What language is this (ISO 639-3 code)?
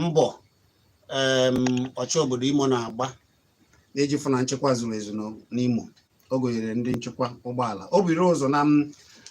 ibo